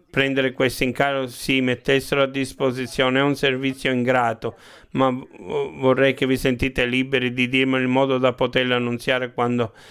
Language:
Italian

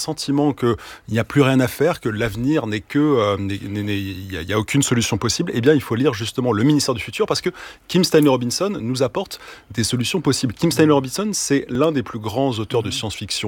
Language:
French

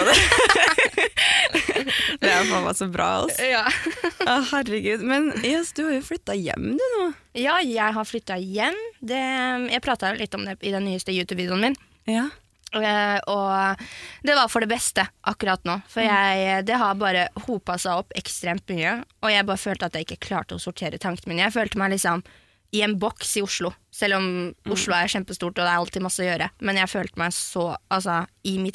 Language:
Norwegian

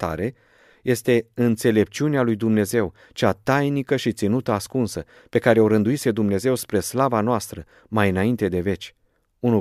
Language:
Romanian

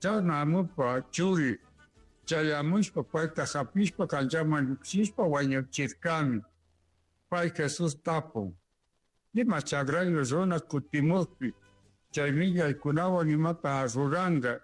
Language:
Chimborazo Highland Quichua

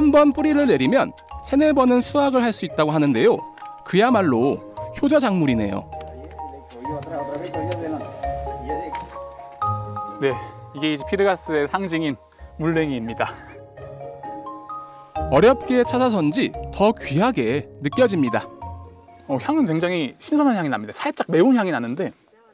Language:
Korean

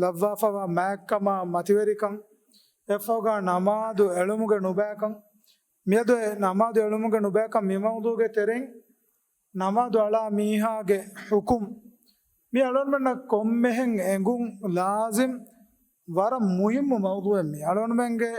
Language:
Divehi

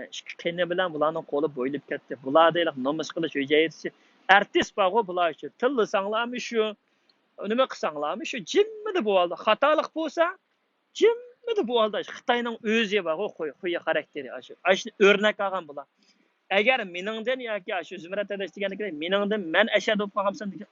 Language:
Uyghur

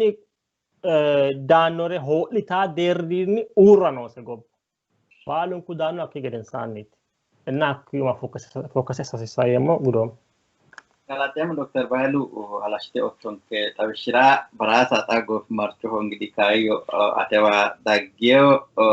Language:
Sidamo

